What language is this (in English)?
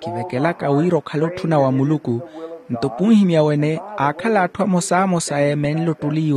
Makhuwa